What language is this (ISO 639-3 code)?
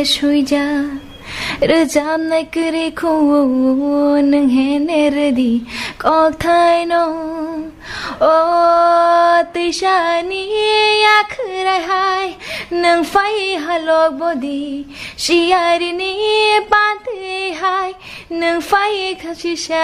trp